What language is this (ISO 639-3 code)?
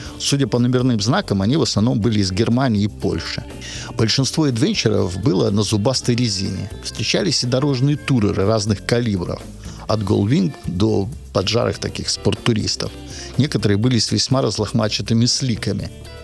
rus